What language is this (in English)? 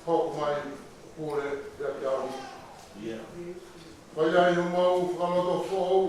Tongan